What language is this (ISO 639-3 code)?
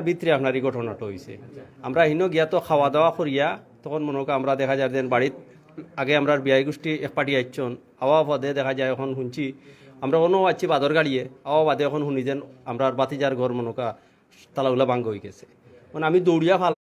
syl